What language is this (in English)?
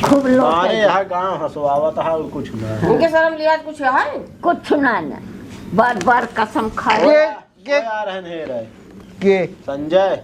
Awadhi